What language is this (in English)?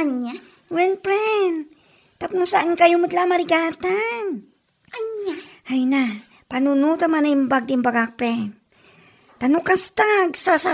Iloko